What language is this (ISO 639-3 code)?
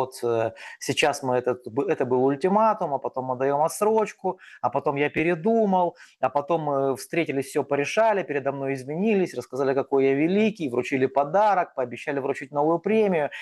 rus